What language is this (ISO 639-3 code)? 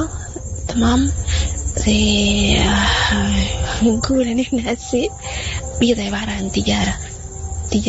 apd